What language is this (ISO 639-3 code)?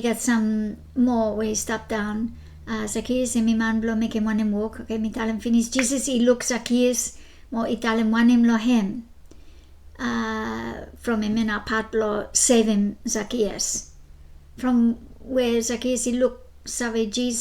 bis